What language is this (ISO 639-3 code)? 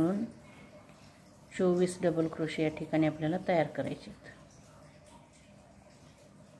mar